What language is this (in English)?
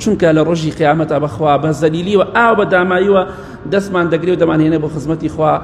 Central Kurdish